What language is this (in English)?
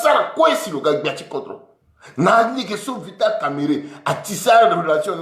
Sango